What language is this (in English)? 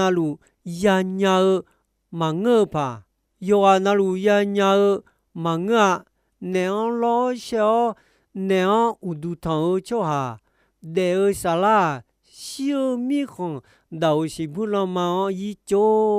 Akha